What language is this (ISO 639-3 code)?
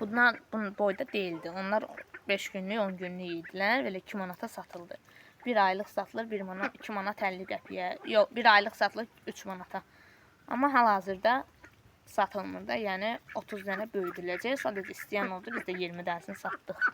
aze